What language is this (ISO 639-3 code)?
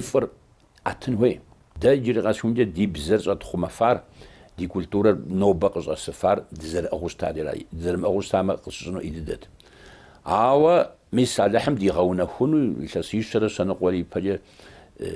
kbd